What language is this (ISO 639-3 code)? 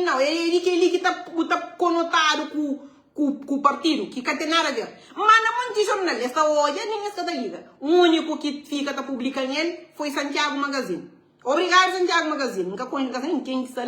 kea